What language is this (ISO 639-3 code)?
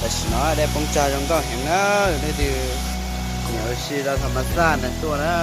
hmn